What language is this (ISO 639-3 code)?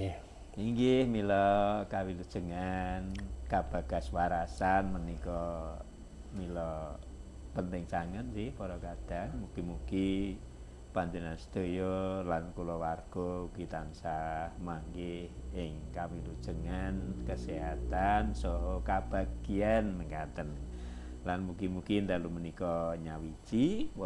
jav